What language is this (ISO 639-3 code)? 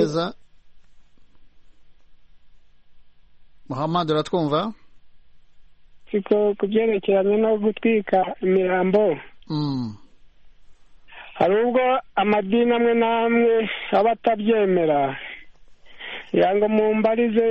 kin